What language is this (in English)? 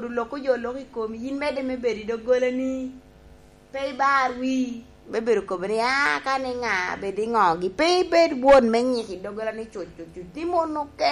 Lango (Uganda)